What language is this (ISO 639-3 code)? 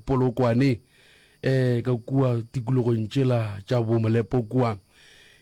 nso